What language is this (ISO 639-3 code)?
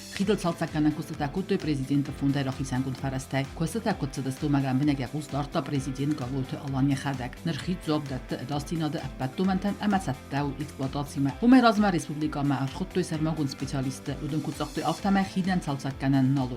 oss